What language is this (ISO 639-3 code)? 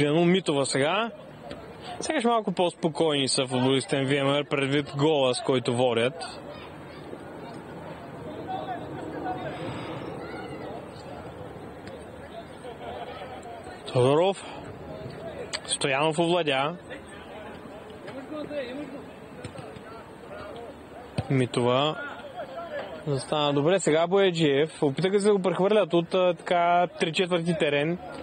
bul